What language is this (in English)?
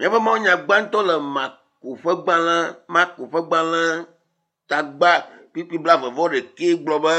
Ewe